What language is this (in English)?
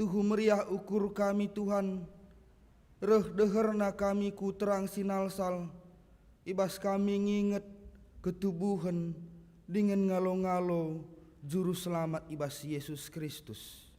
Batak Karo